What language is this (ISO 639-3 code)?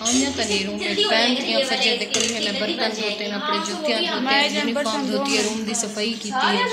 skr